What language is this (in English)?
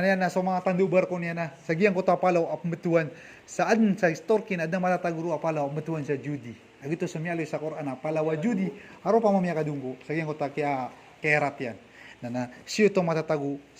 Maranao